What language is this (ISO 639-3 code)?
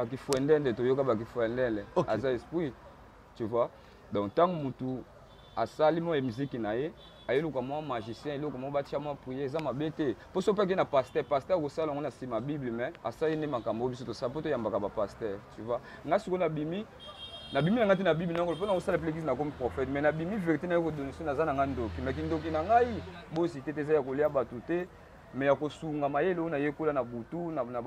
lin